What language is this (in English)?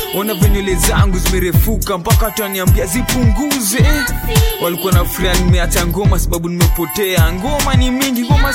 Swahili